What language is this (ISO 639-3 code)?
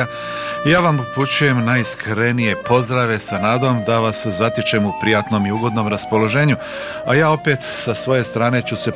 bos